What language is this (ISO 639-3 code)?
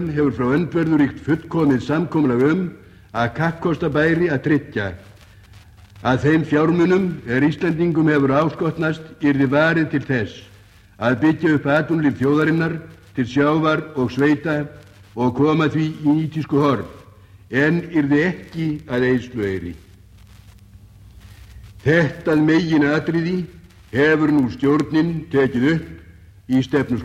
isl